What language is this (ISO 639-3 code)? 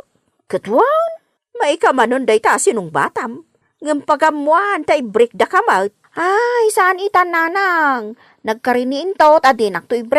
ilo